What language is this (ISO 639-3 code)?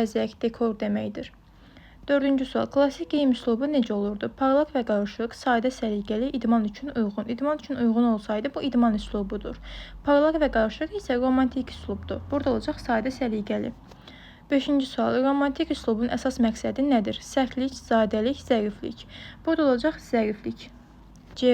aze